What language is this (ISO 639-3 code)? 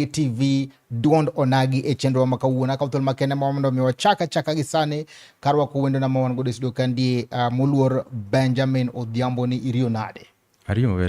luo